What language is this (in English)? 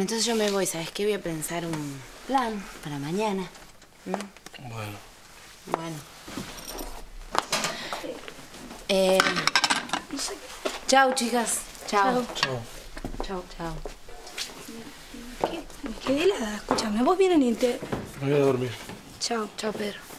Spanish